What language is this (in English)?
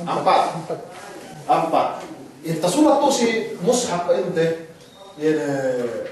Yakan